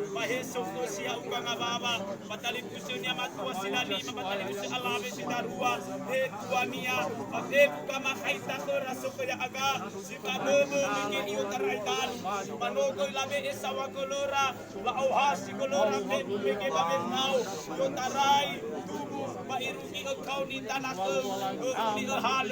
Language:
Nias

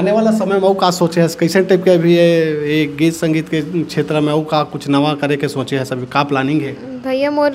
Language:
Chhattisgarhi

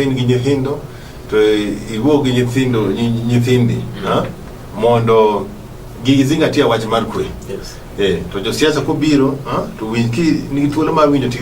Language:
Luo (Kenya and Tanzania)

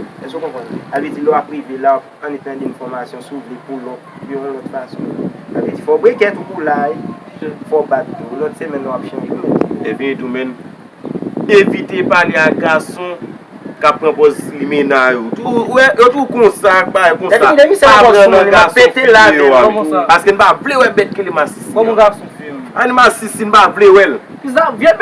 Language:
Haitian Creole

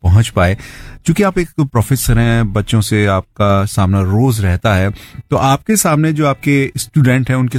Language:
Hindi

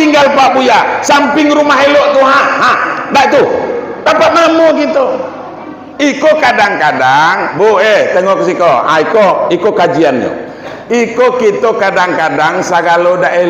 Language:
Minangkabau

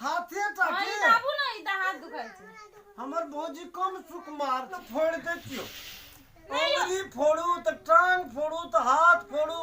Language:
Maithili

